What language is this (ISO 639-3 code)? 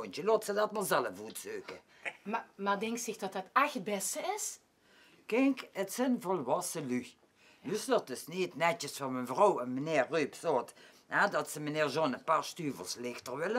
lim